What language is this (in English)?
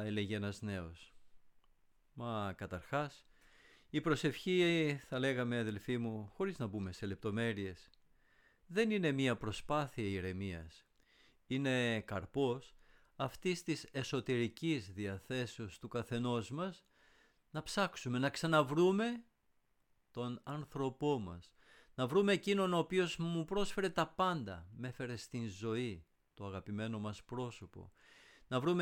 Greek